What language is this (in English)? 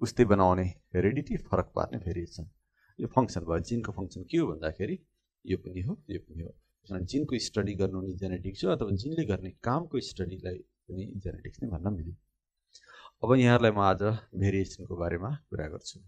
Nepali